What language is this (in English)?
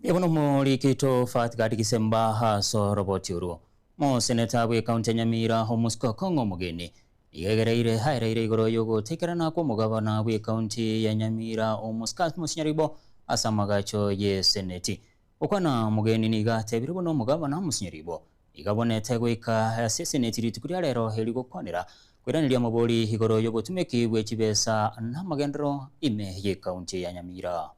Gusii